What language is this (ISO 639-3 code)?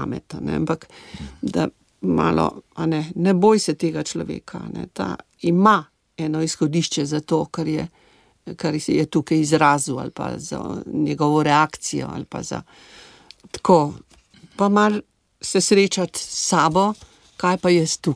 slv